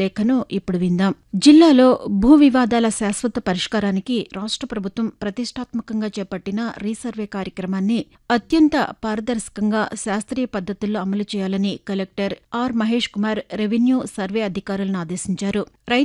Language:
Telugu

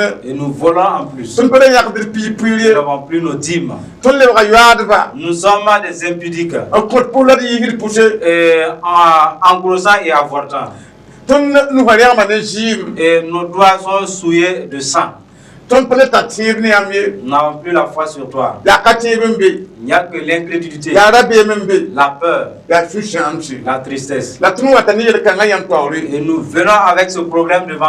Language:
Mossi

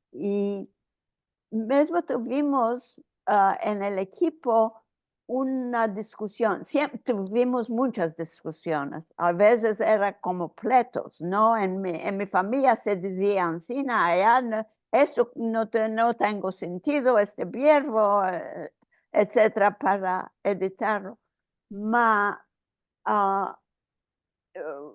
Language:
Ladino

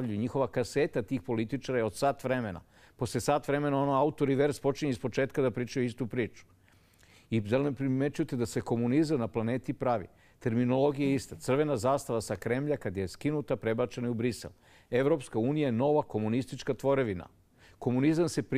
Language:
Serbian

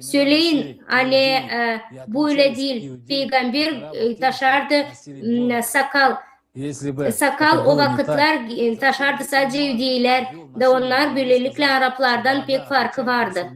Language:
Gagauz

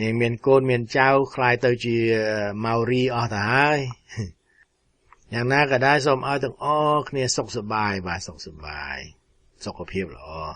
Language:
Khmer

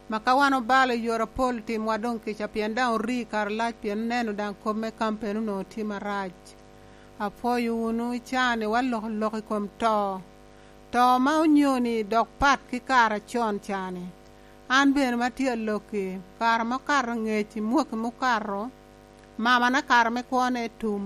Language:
Lango (Uganda)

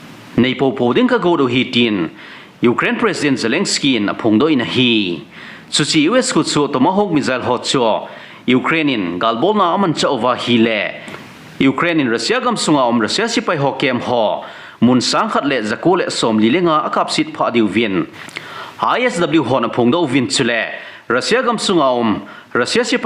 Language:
Thado Chin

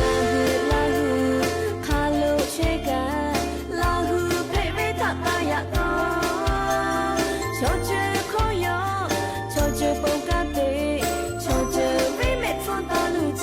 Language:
Lahu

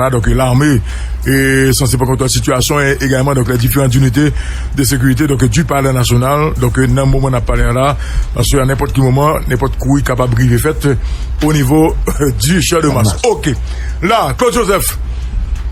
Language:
Haitian Creole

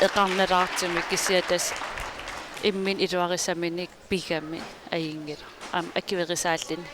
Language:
Kalaallisut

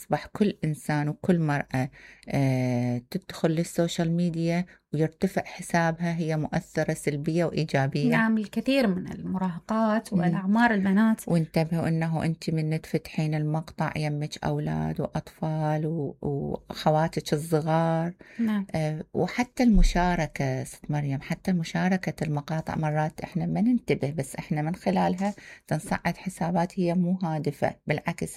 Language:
Mesopotamian Arabic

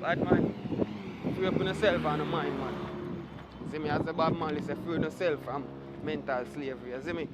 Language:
Jamaican Creole English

